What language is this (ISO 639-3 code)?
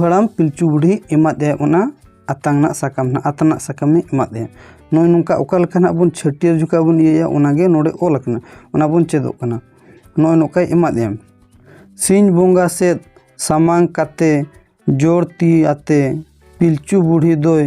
sat